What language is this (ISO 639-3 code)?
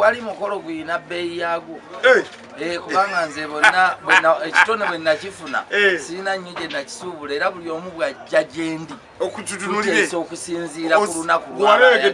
lug